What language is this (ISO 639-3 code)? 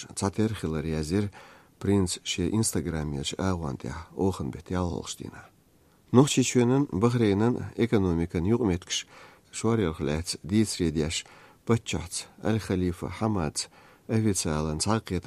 che